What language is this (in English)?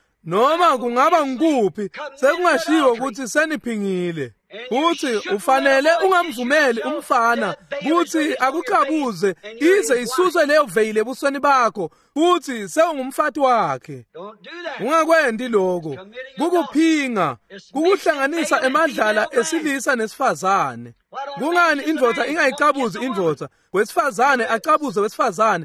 Swati